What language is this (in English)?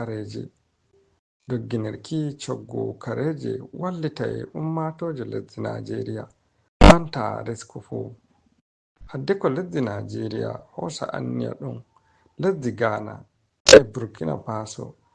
Fula